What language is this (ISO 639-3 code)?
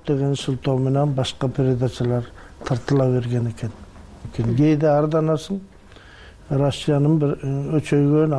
kir